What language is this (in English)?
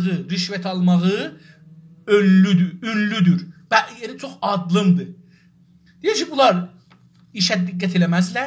South Azerbaijani